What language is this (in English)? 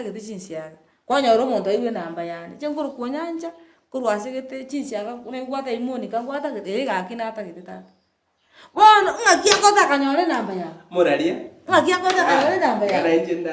Gusii